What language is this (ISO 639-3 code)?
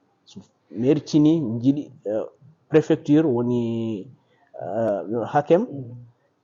ful